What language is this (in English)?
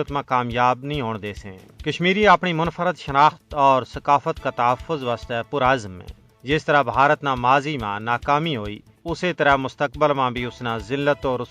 Gujari